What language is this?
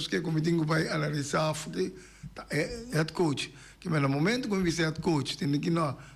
Papiamento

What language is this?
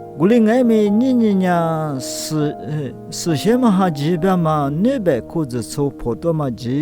Lisu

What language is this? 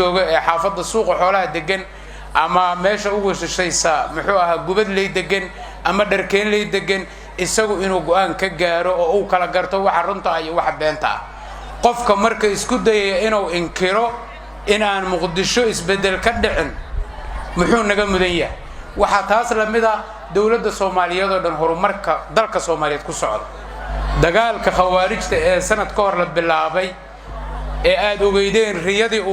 Somali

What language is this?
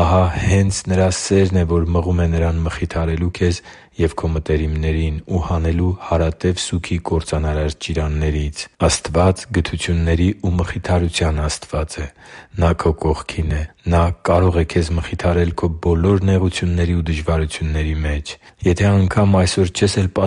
Armenian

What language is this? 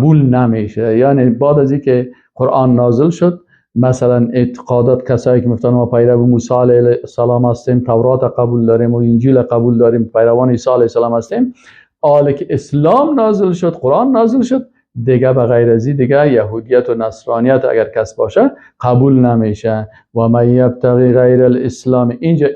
Persian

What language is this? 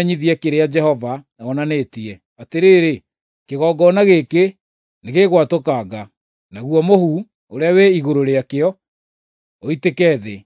Kikuyu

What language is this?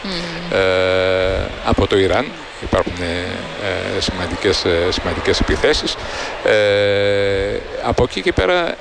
Greek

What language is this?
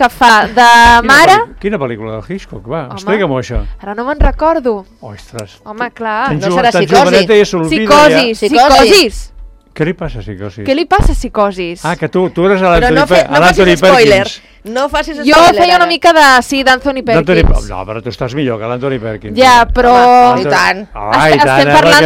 Catalan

